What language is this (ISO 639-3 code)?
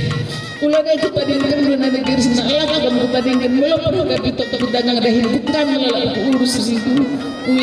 btx